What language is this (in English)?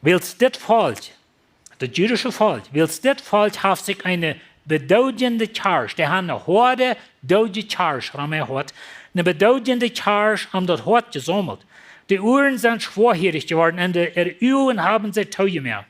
Plautdietsch